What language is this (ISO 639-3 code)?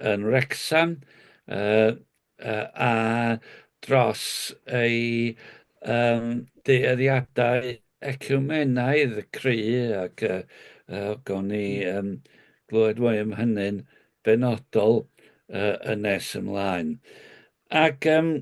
cym